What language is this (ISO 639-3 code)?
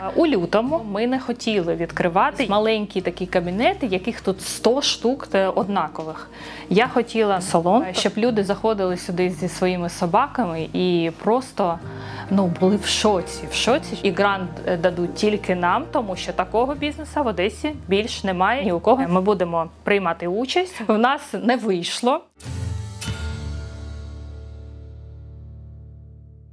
ukr